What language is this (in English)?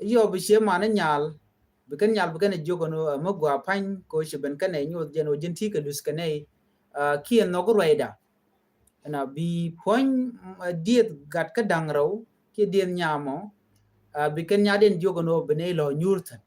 Nuer